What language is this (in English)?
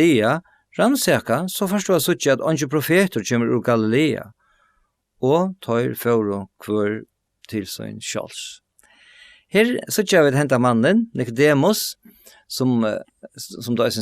Faroese